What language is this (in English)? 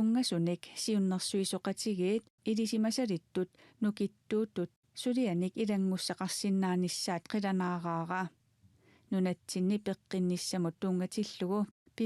Kalaallisut